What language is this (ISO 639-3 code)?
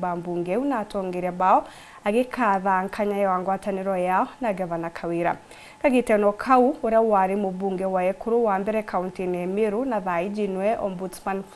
mer